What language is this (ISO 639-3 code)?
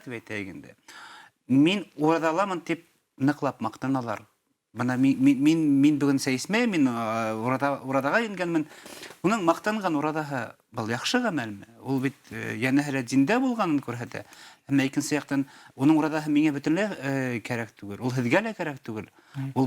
bak